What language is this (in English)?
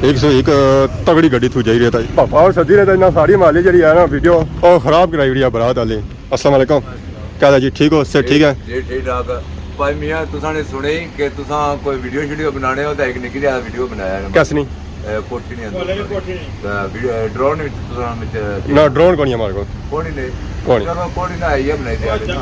Pahari-Potwari